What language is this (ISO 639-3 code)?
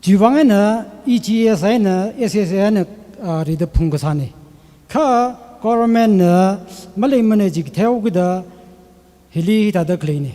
nmf